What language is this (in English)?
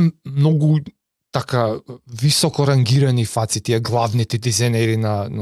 Macedonian